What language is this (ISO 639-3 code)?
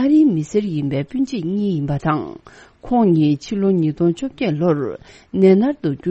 bod